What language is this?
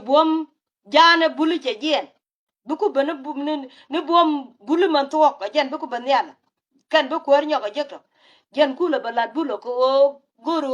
Nuer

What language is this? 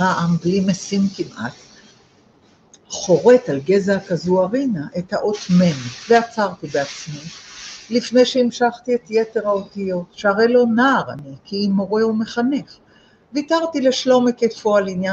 Hebrew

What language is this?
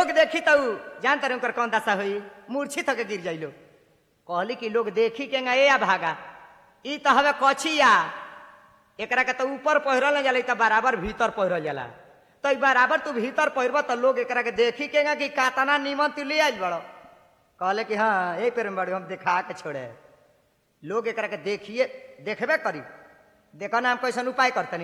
Bhojpuri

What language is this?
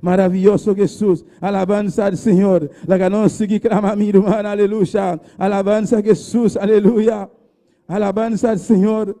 Papiamento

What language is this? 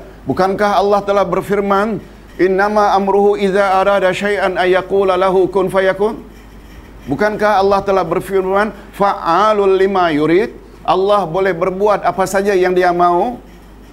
Malay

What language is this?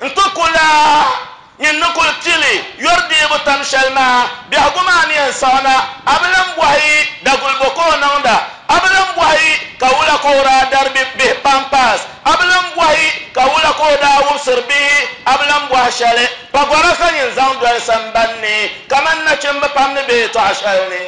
Dagbani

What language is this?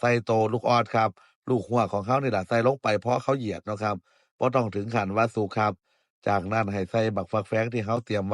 Northeastern Thai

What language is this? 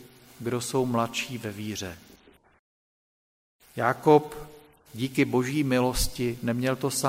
Czech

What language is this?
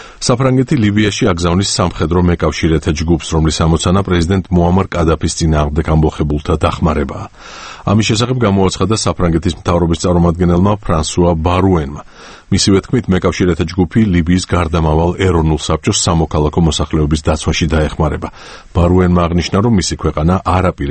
Georgian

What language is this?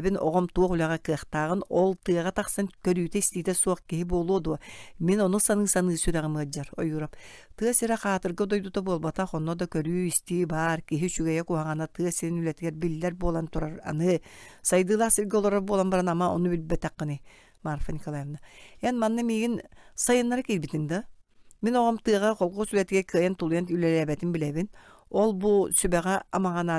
Yakut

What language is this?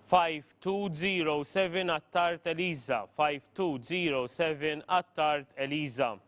English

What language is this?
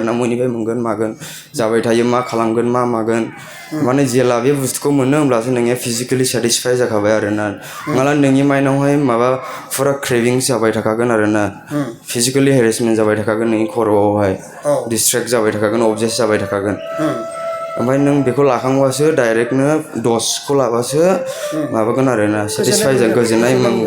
Bodo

